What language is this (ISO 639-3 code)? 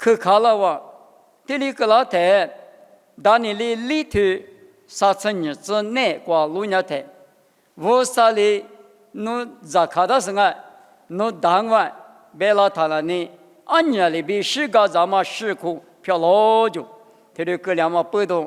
lis